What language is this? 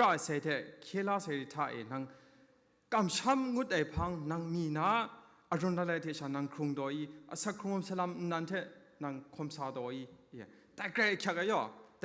Kachin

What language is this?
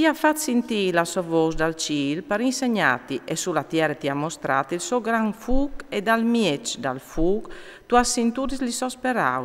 Friulian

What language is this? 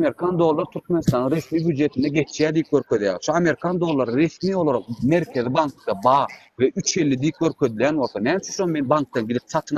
Turkmen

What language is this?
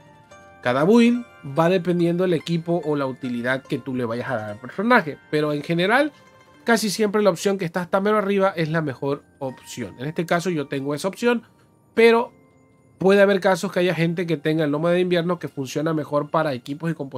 Spanish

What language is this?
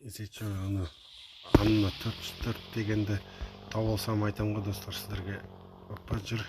Kazakh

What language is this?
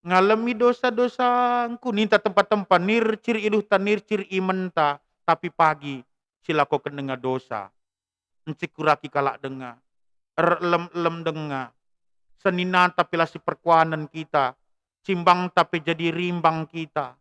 Batak Karo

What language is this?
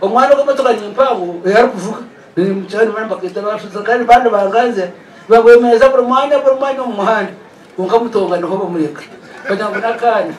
Nyankole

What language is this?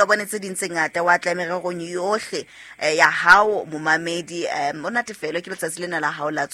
Southern Sotho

